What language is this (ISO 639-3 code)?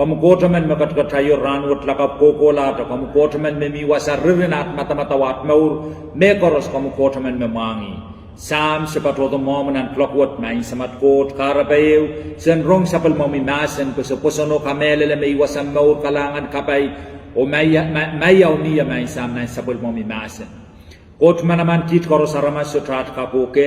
pon